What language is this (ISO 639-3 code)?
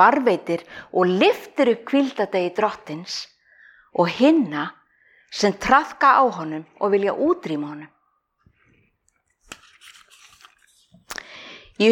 isl